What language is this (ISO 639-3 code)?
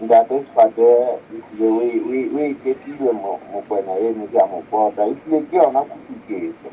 sot